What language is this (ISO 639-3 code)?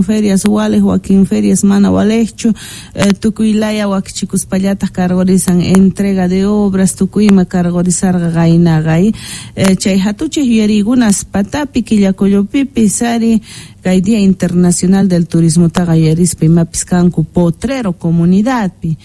que